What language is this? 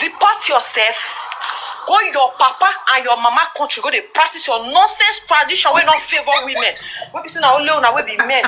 Nigerian Pidgin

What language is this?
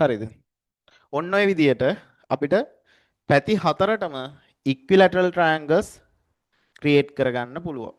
Sinhala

